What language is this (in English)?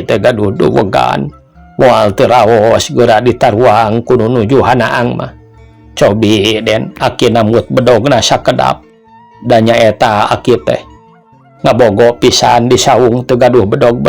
Sundanese